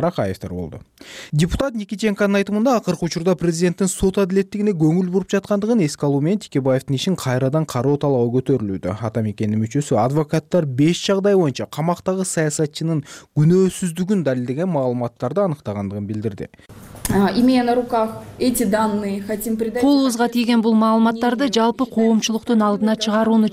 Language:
Kyrgyz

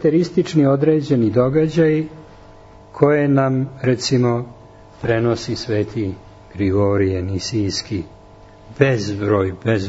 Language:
Serbian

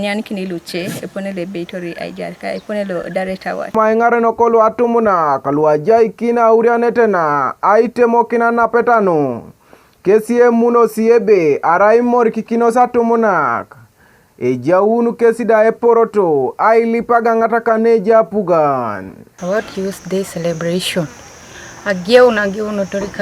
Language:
Teso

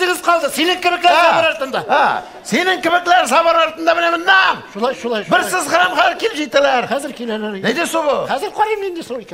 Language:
Tatar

